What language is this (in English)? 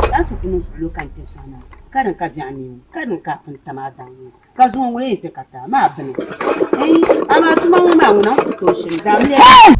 Dagbani